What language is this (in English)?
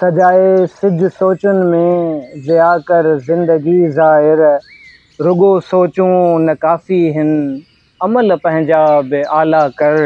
Sindhi